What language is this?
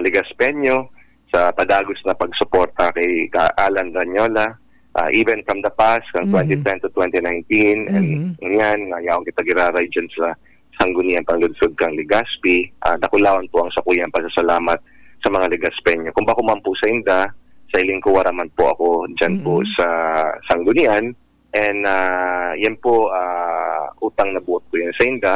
Bikol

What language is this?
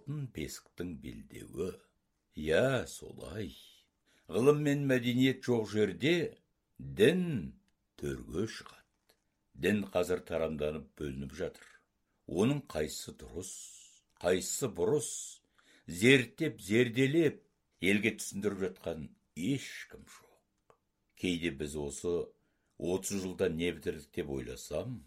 Kazakh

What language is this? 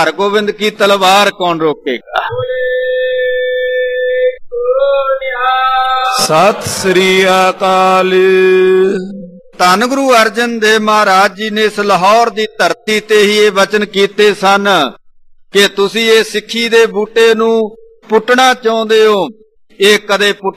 Punjabi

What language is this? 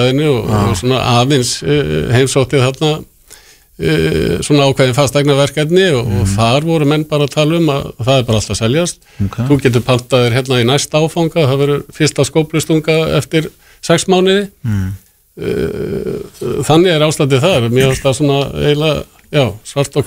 Icelandic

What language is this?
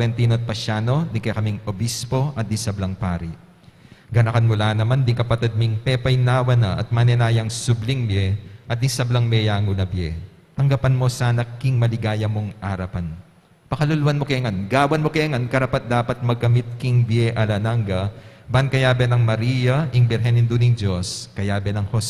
Pampanga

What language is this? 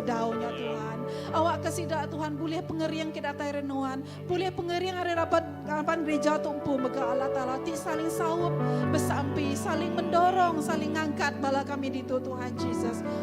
Iban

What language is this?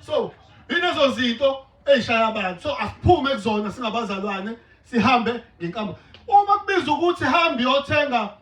Zulu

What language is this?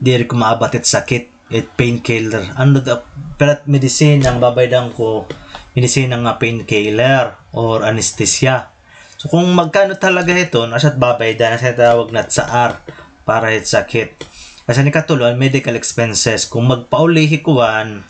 Waray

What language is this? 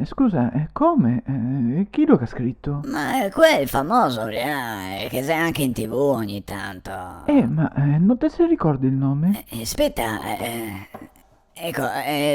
Venetian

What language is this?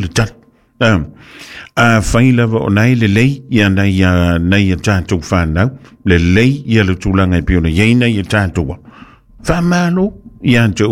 Samoan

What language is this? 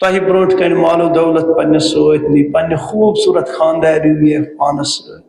Kashmiri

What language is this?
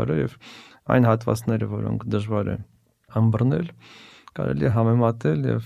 Armenian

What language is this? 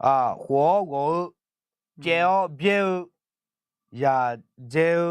Akha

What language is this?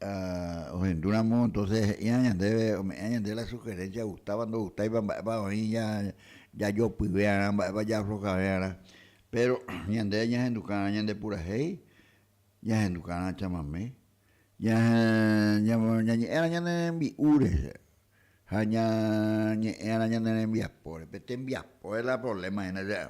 Guarani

